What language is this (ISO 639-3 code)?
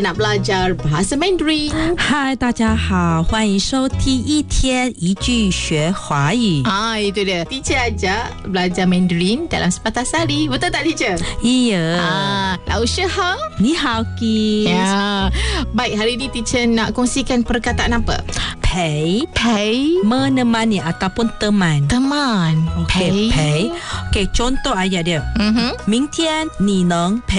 msa